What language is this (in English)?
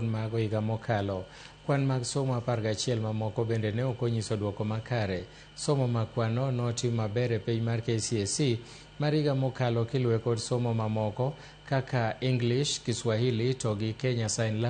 Luo (Kenya and Tanzania)